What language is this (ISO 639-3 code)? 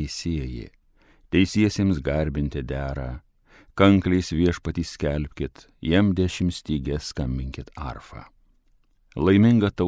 lit